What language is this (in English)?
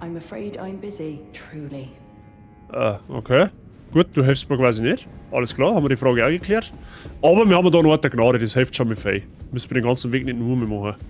Bavarian